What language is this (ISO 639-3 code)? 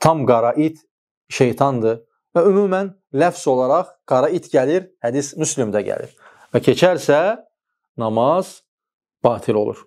aze